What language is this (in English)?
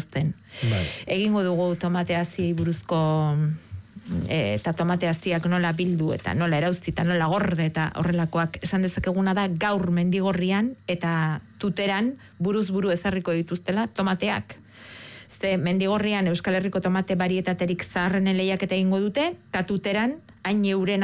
Basque